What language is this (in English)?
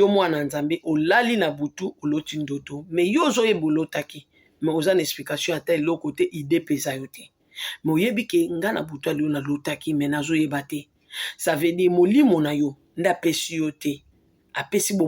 Lingala